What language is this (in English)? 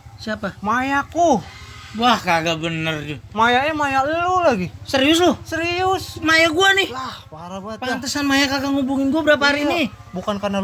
Betawi